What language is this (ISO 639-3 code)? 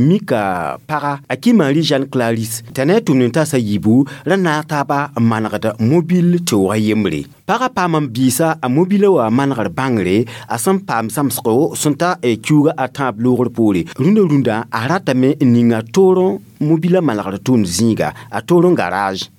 mos